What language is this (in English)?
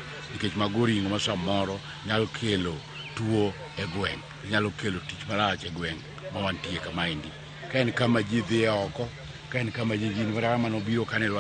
Luo (Kenya and Tanzania)